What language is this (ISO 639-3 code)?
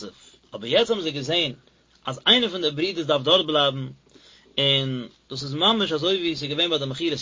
yid